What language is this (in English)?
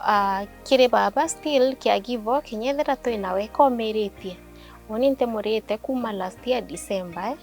Meru